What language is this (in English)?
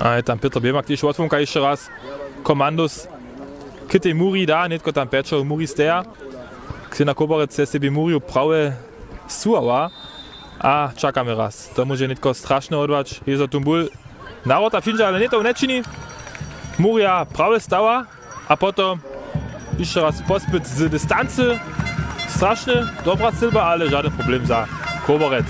Upper Sorbian